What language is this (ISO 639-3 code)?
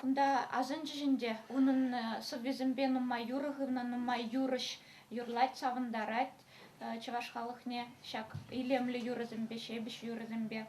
chv